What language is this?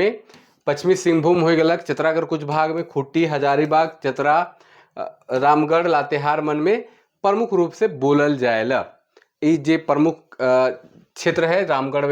Sadri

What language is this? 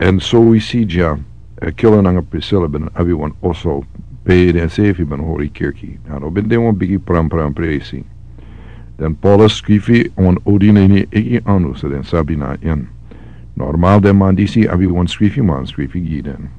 Sranan Tongo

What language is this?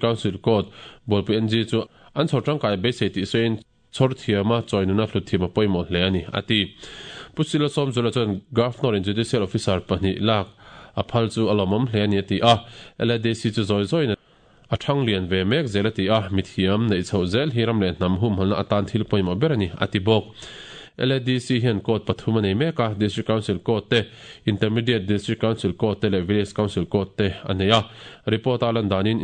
Mizo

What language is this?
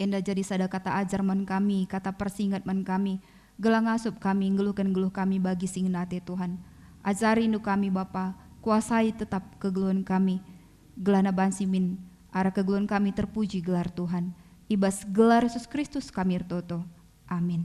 Batak Karo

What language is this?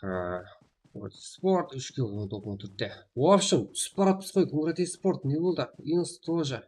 Kara-Kalpak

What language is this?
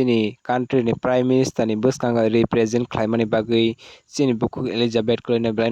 Kok Borok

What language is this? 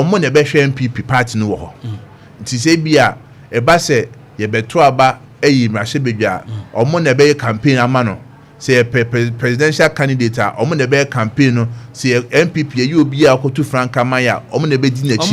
Akan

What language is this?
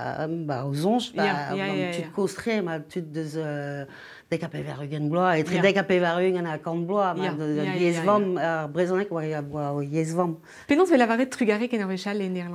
Breton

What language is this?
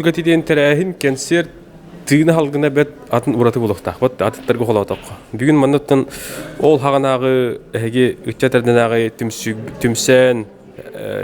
Yakut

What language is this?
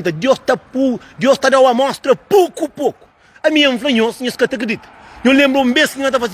Kabuverdianu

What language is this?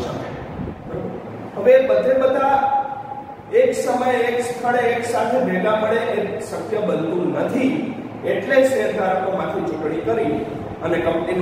Gujarati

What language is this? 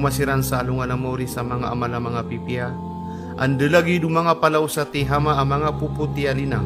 Maranao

